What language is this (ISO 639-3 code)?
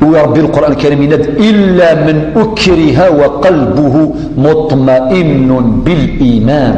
kab